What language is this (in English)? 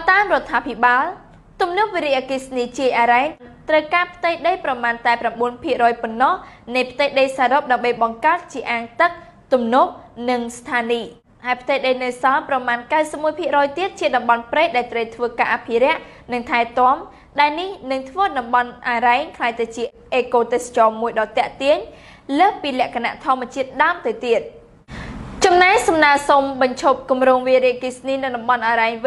Khmer